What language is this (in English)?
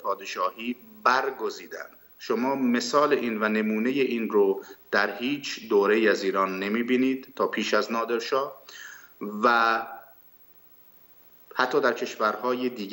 Persian